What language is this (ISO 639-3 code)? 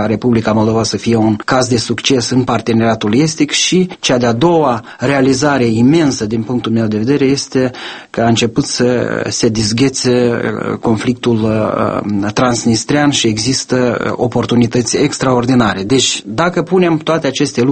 ron